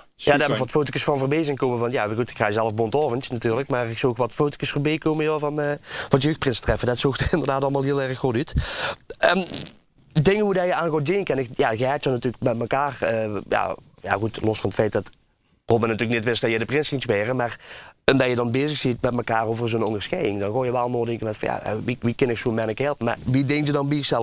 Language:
Limburgish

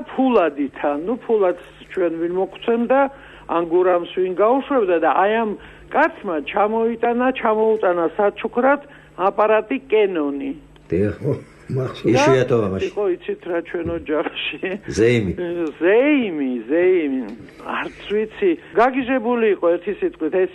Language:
Georgian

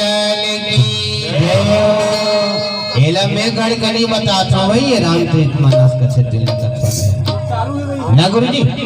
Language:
Chhattisgarhi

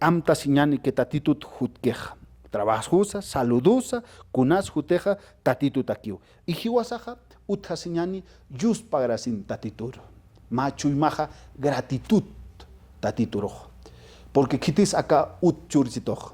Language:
Aymara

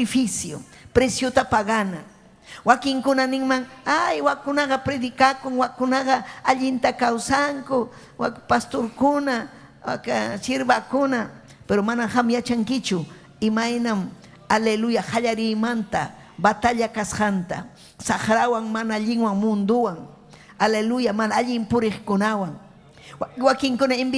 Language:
Ayacucho Quechua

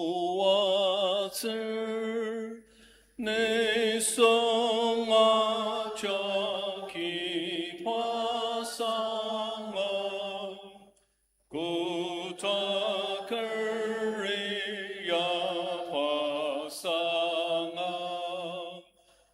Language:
Ao Naga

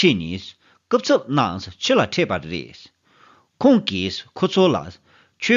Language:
Tibetan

